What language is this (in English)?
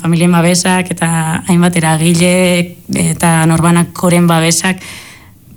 Basque